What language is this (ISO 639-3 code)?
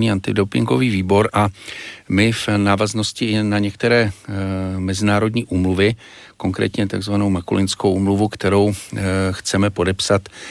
ces